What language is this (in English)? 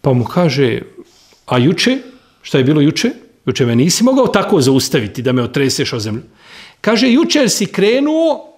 Bosnian